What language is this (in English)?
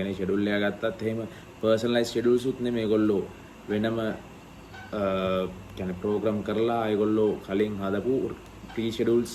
Sinhala